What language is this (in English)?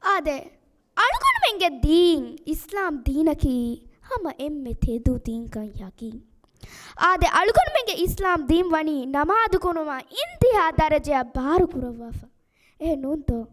Divehi